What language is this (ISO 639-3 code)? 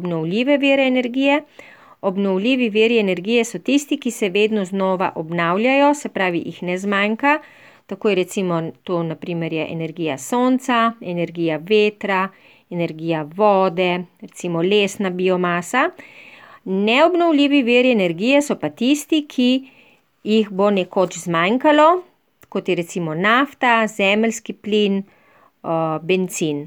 slv